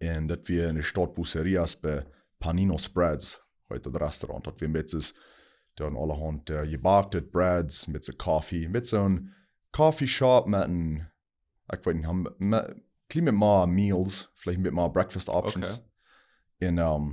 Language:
Plautdietsch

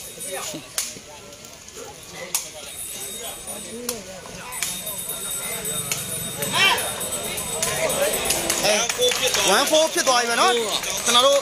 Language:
Burmese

